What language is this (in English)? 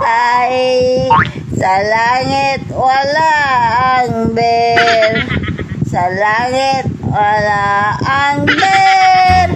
Pangasinan